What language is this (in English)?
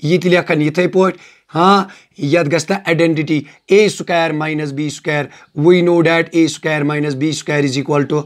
Kashmiri